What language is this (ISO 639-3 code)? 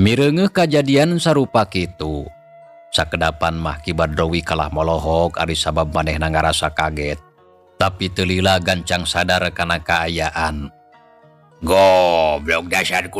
sun